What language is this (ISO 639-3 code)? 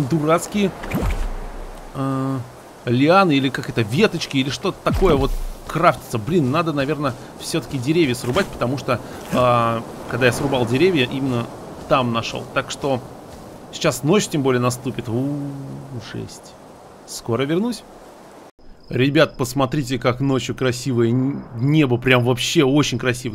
rus